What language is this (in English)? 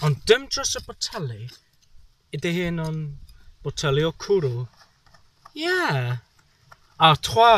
Welsh